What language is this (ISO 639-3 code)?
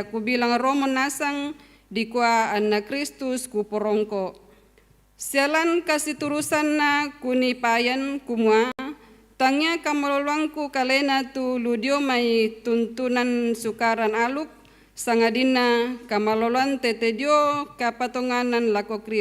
sda